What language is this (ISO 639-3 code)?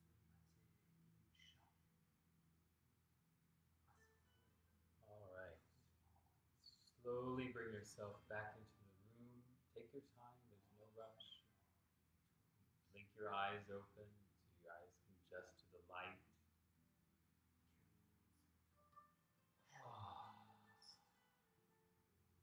eng